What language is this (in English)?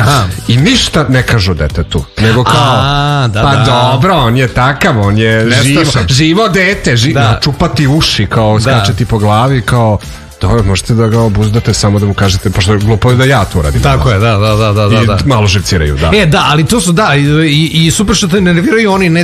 Serbian